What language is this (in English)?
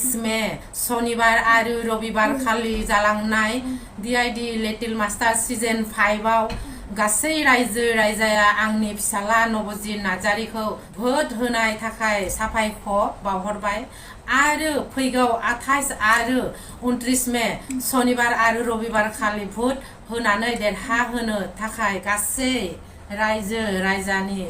Bodo